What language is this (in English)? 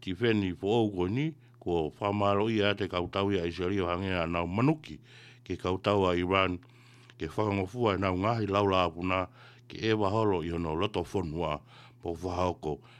Tongan